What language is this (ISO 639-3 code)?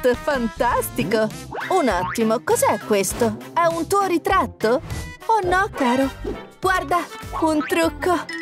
ita